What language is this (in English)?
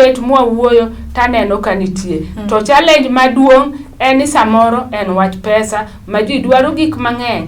Luo (Kenya and Tanzania)